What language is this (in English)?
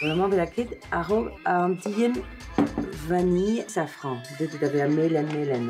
Breton